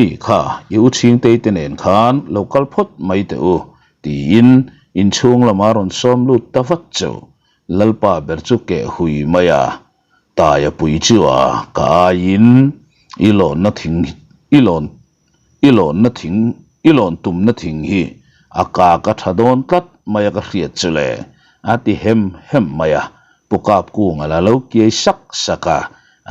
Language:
Mizo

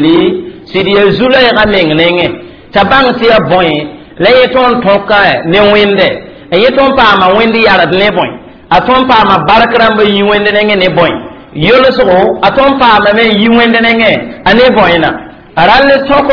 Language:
Mossi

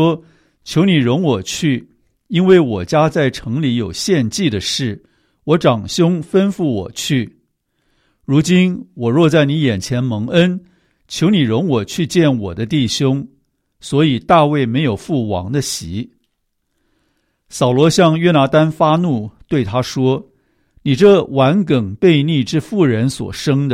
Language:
Chinese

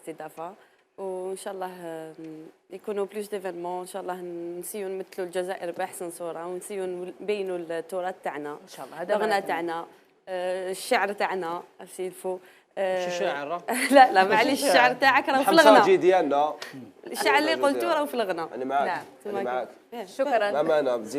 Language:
Algerian Arabic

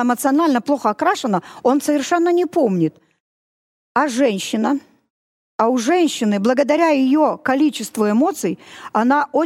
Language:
Russian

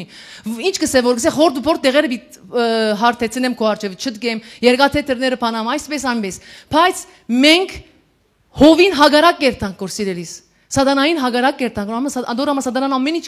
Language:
Western Armenian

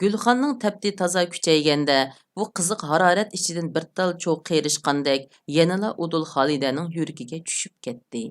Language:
Uyghur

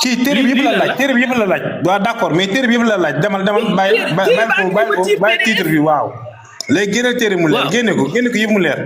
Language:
Wolof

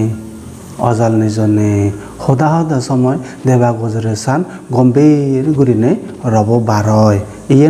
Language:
Chakma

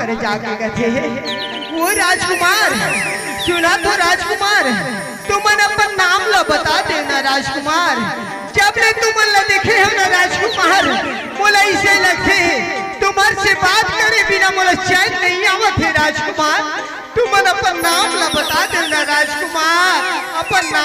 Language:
Chhattisgarhi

